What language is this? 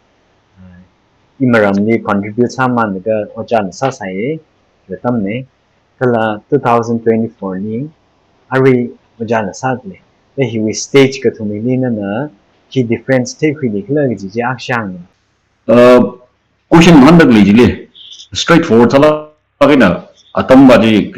Tangkhul Naga (India)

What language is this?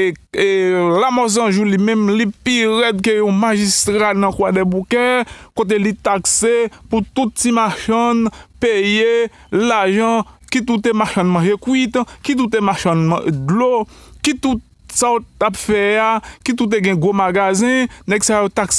Haitian Creole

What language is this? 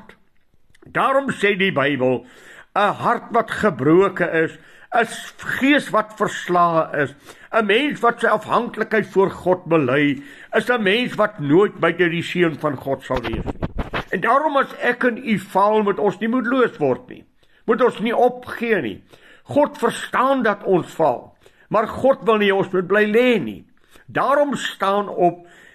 Afrikaans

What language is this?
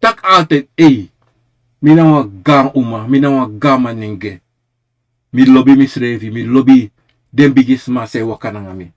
Sranan Tongo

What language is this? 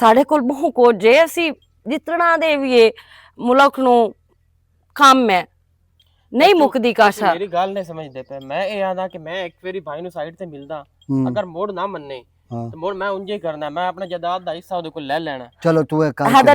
Western Panjabi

